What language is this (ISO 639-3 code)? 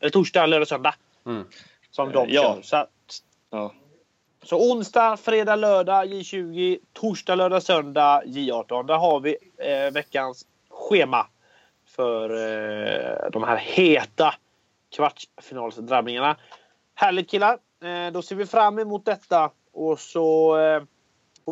swe